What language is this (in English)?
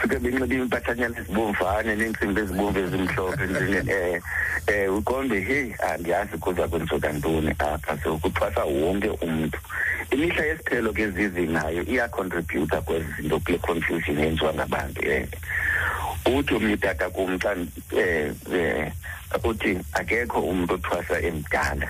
Xhosa